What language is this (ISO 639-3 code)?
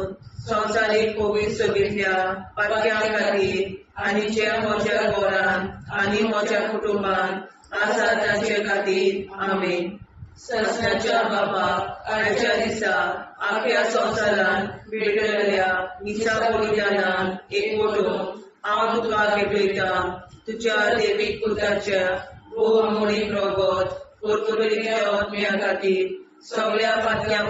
kok